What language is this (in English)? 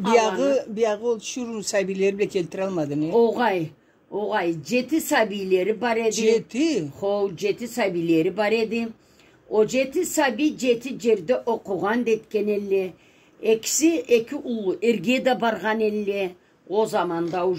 Karachay-Balkar